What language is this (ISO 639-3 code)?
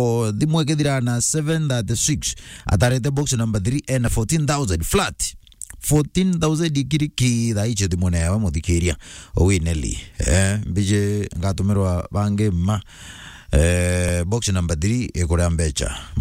mer